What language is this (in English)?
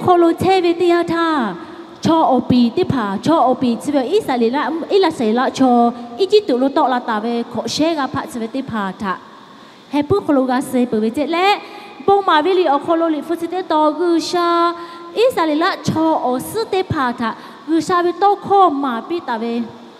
Lahu